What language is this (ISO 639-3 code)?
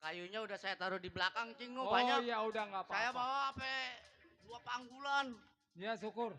bew